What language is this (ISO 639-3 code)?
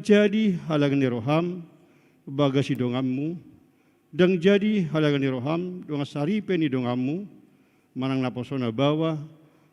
bbc